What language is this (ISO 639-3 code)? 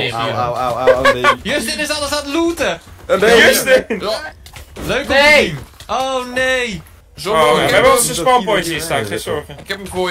nld